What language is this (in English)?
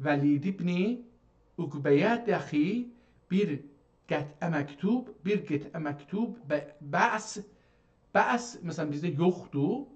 South Azerbaijani